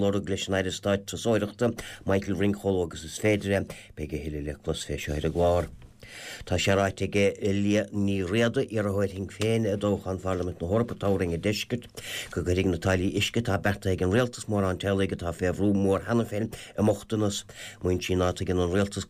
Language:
Irish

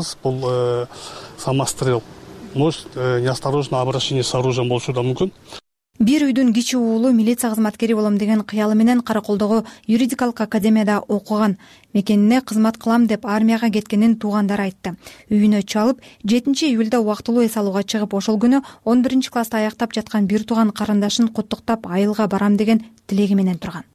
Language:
Kyrgyz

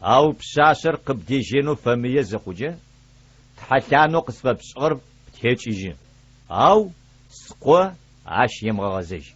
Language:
Adyghe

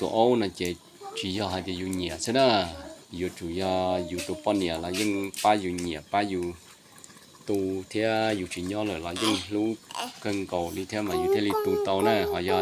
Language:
Hmong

